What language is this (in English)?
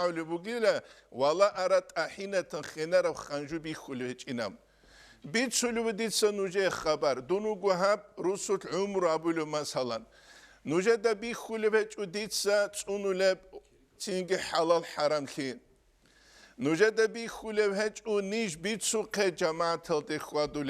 Avaric